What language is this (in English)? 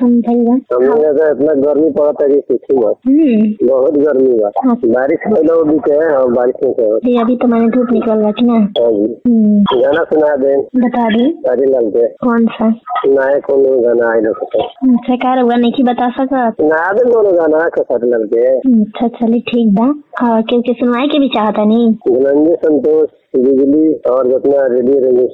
Bhojpuri